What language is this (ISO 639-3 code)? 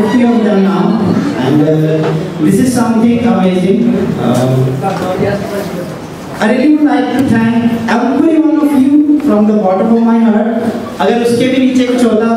pan